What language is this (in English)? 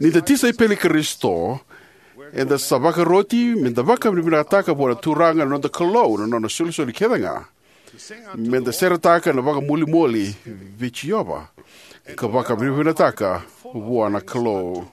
Fijian